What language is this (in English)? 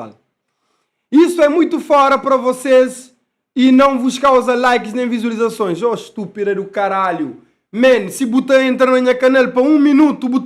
Kabuverdianu